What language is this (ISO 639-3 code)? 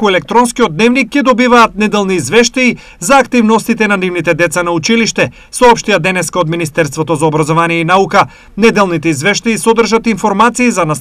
mkd